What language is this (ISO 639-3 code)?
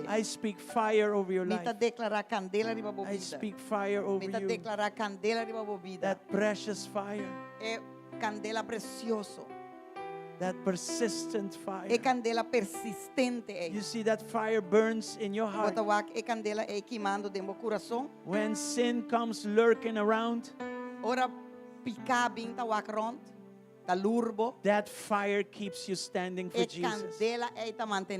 pap